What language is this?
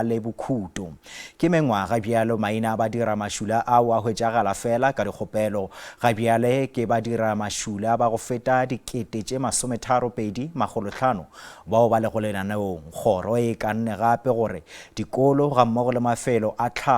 Northern Sotho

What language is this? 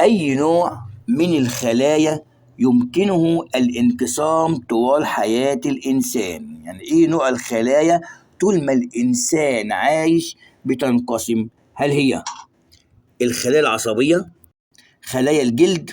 Egyptian Arabic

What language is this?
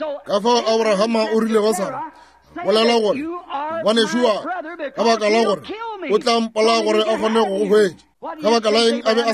Northern Sotho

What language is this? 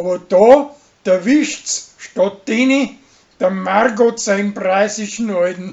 Bavarian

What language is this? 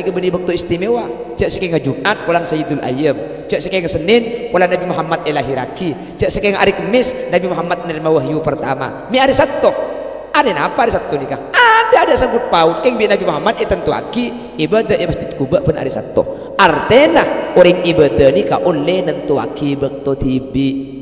Madurese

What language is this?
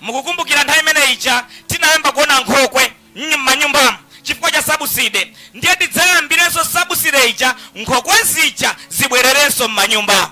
Nyanja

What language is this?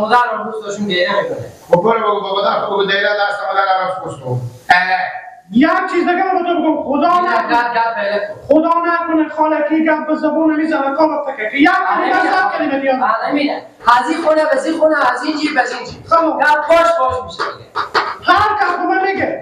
Persian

